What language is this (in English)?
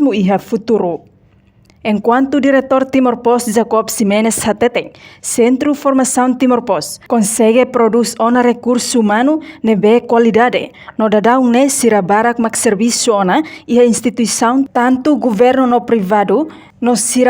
Tetum